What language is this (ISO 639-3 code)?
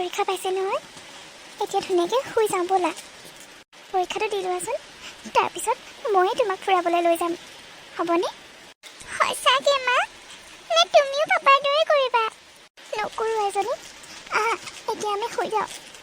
asm